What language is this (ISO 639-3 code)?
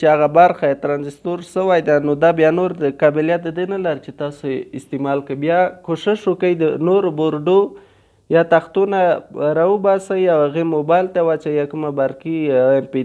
pus